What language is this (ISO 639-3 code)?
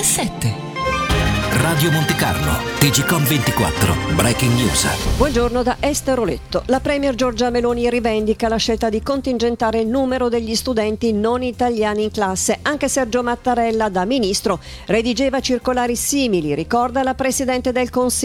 ita